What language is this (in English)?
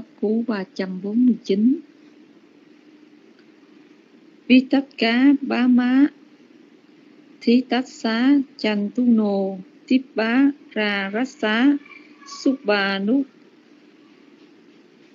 Vietnamese